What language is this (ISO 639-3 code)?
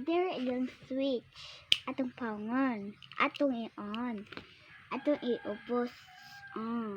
ceb